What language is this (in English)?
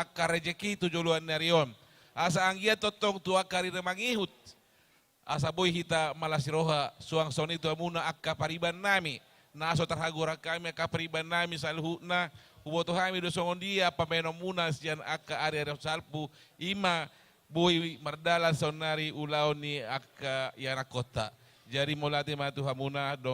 Batak Toba